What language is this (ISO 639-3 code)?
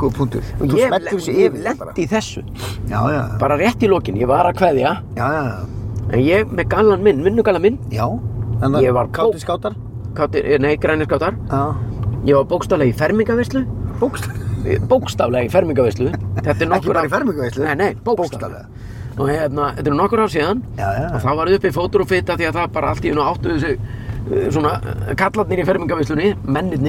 isl